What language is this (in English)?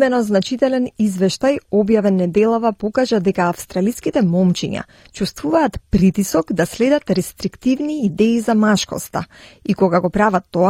Macedonian